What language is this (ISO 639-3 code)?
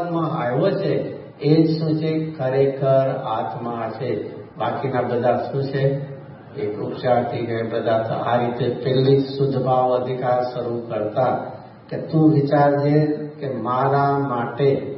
guj